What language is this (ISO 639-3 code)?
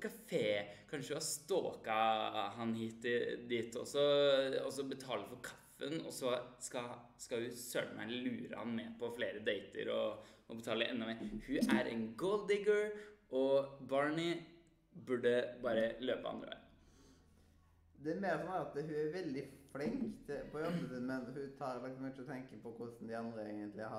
nor